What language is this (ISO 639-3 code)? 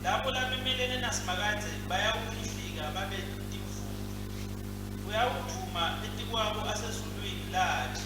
ssw